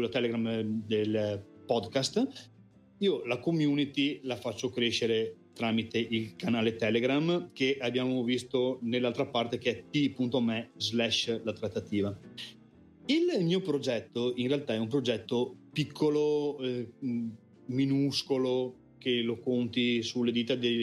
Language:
Italian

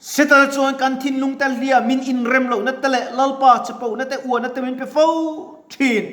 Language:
Mizo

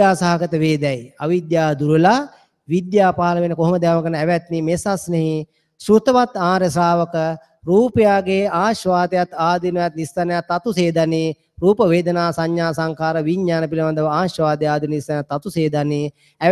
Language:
Sinhala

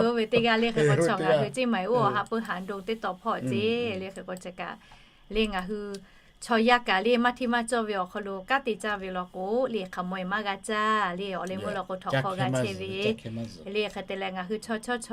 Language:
Lahu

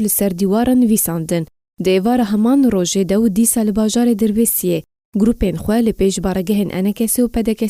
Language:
Kurdish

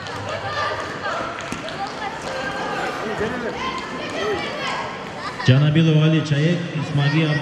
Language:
Kazakh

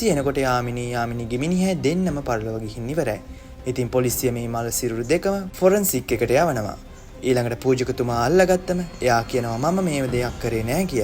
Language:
Sinhala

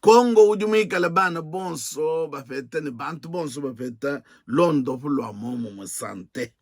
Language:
Luba-Lulua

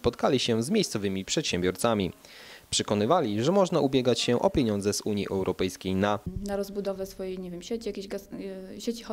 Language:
Polish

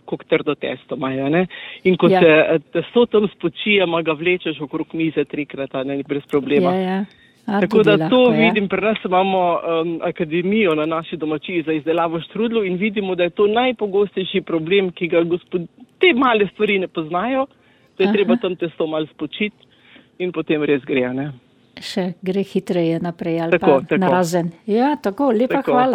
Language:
Slovenian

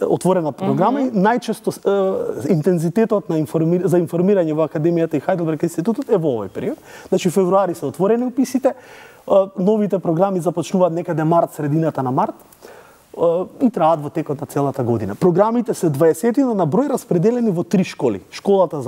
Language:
Macedonian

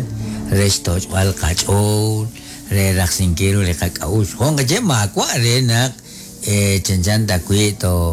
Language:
Kekchí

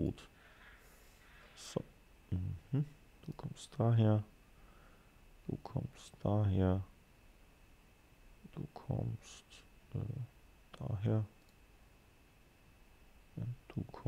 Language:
German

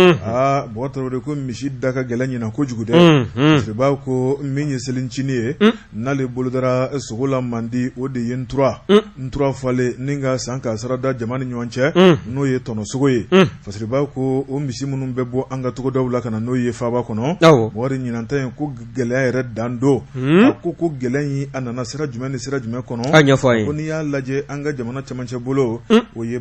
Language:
Bambara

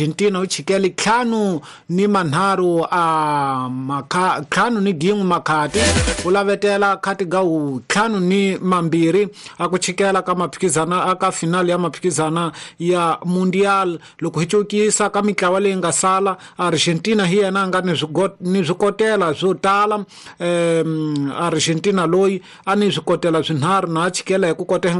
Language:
Tsonga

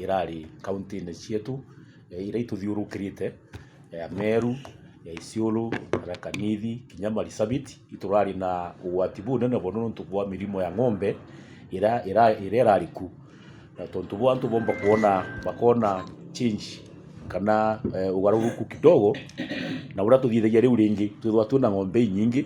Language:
Meru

